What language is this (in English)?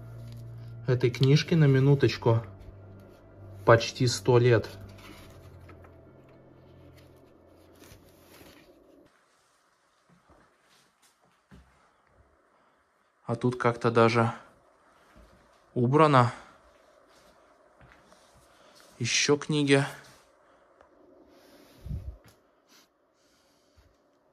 Russian